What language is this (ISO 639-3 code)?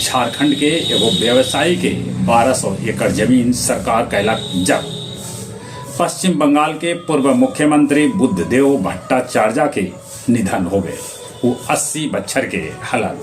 mag